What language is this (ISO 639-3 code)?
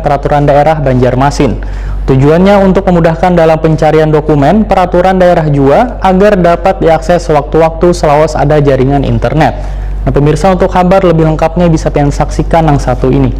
bjn